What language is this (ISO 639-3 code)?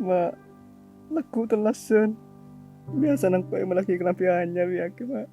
mad